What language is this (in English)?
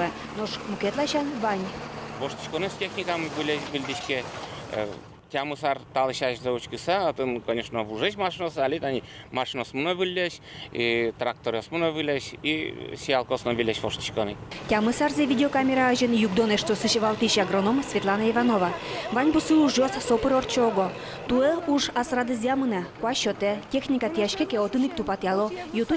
Udmurt